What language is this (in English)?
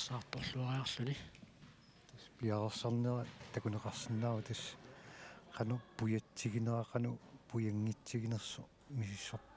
Kalaallisut